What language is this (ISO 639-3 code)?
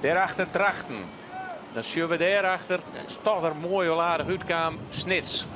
fry